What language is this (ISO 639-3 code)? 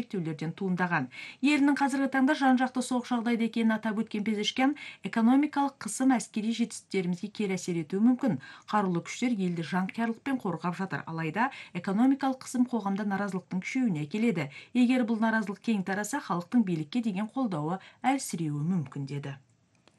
kaz